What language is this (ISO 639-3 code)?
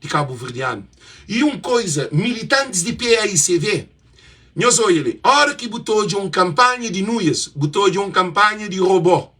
kea